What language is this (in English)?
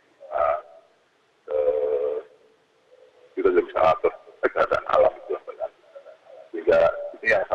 Indonesian